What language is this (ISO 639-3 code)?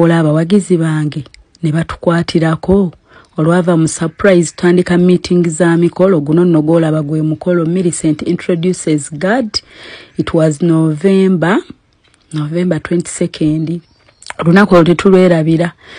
lug